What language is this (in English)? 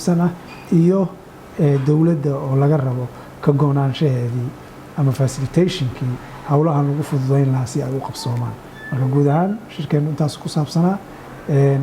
Somali